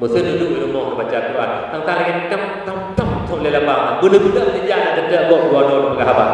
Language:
Achinese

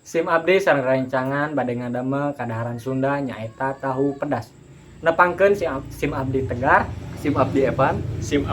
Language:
Sundanese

